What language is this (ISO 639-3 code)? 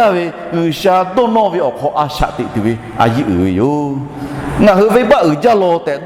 lhu